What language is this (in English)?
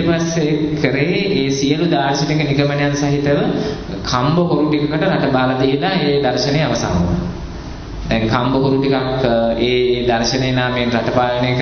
Sinhala